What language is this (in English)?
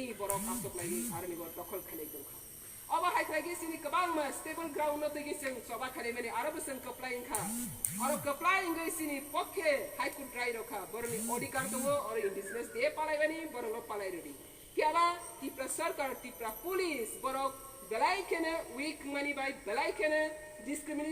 Kok Borok